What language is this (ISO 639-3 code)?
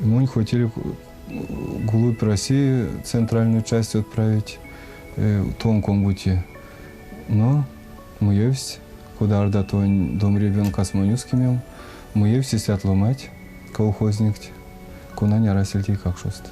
myv